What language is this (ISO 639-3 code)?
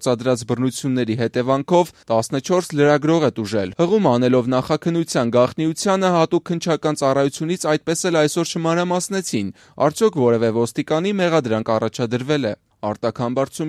hye